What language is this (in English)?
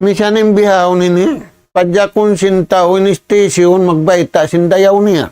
Tausug